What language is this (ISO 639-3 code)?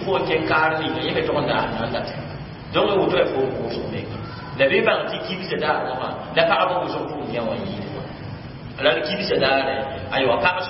mos